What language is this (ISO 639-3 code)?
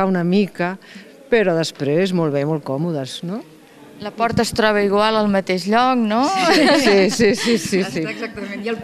cat